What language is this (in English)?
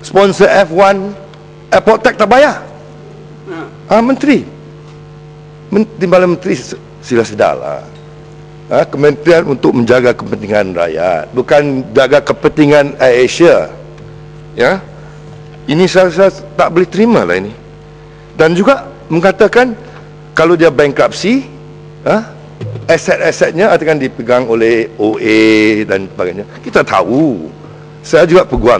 Malay